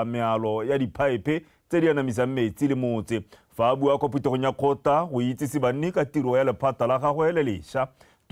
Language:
Tswana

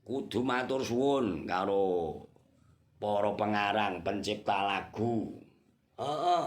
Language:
Javanese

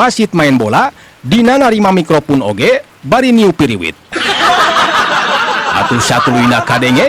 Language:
Sundanese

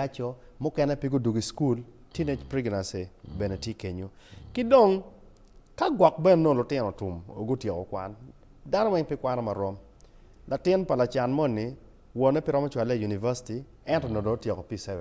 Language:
Acoli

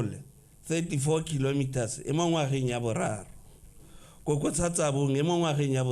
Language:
Tswana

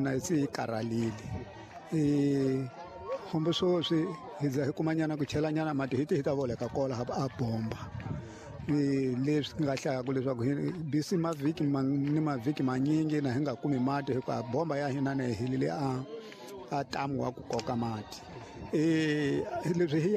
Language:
Tsonga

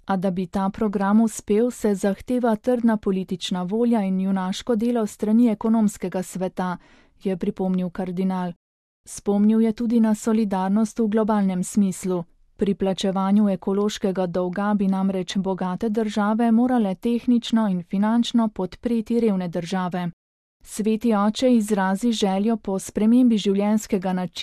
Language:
Slovenian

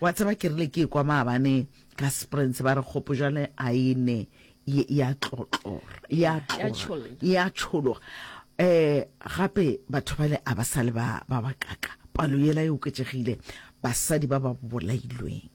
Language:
Northern Sotho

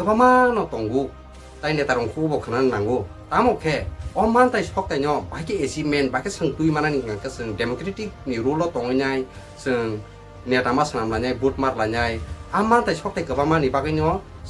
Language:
Kok Borok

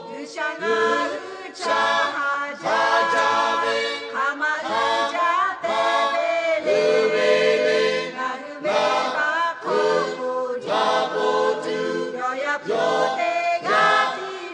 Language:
Lahu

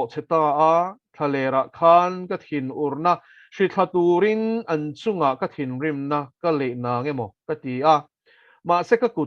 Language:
Mizo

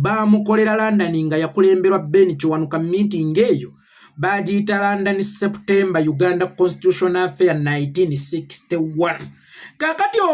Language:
Ganda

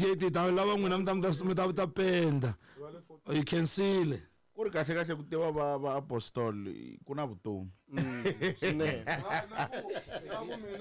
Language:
Tsonga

